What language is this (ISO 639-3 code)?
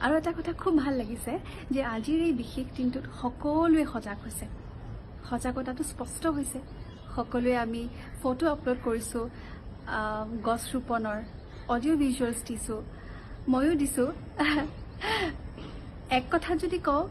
asm